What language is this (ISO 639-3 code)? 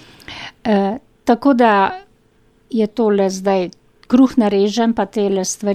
slv